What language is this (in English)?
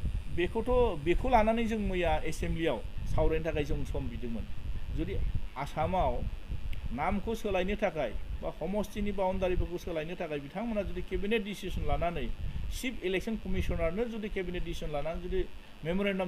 Bodo